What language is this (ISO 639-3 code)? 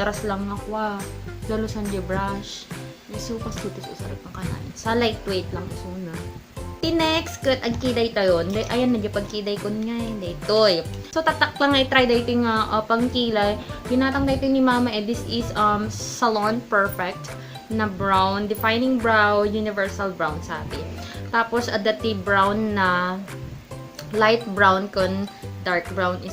ilo